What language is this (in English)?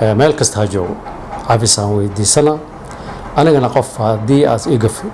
Somali